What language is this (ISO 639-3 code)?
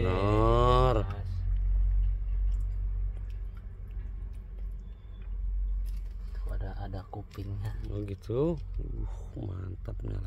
ind